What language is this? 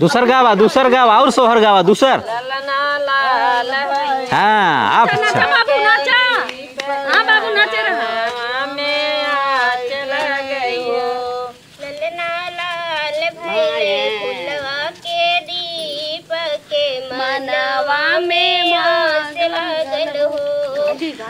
Awadhi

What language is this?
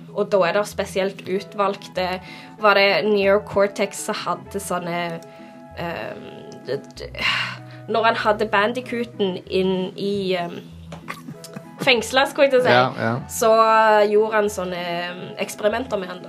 Norwegian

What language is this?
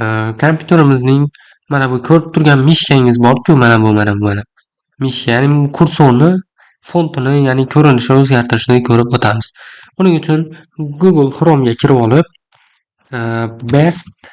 Uzbek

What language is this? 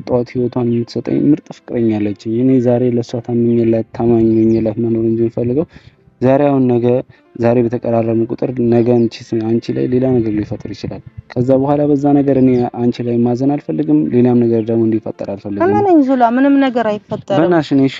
Amharic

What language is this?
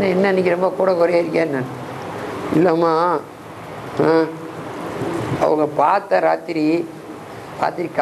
Tamil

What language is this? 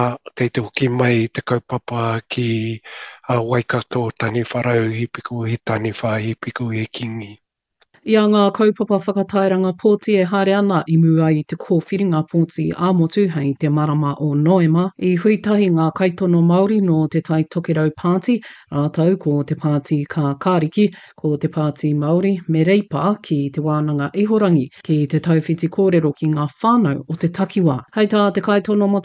Māori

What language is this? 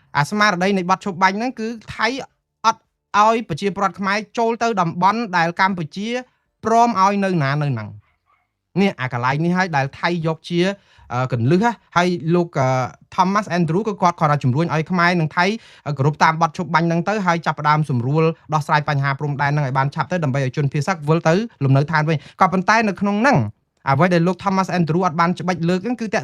Khmer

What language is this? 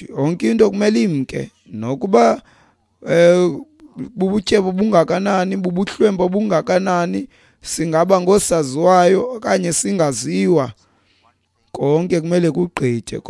Xhosa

